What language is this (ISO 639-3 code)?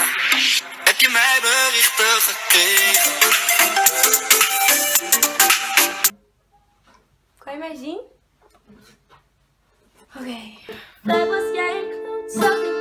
nld